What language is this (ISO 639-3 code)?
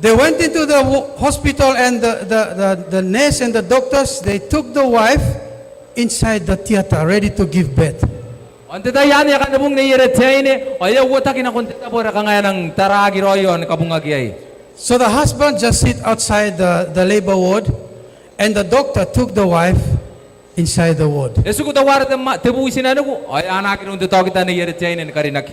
gil